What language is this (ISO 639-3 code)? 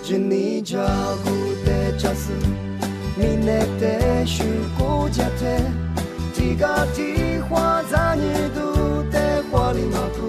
lis